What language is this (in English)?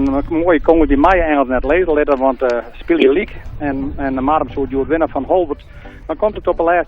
Western Frisian